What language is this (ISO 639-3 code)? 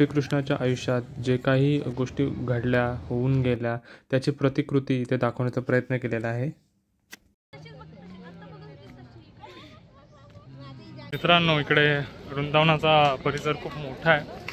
mar